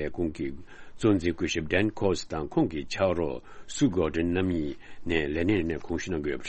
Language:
Tibetan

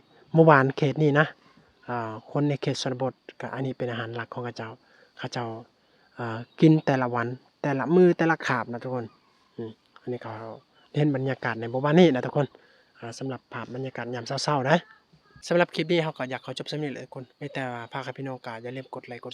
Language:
Lao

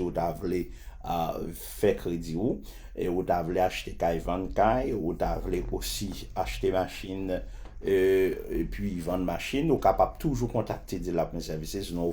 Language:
Haitian Creole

